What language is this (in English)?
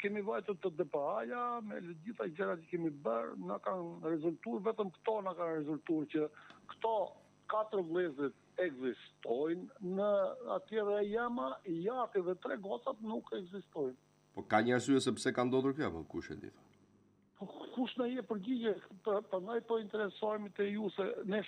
Albanian